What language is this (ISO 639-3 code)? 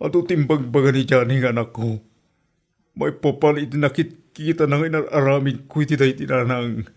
ilo